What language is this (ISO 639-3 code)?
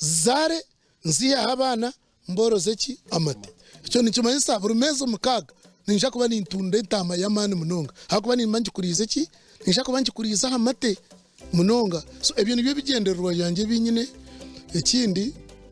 nyn